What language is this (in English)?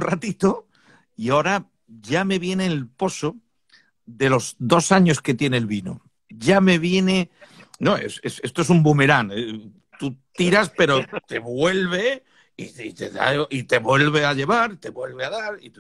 Spanish